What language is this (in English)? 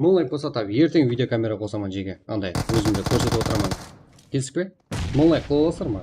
Kara-Kalpak